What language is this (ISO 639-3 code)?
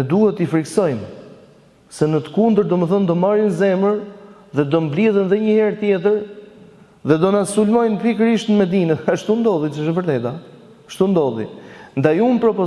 sqi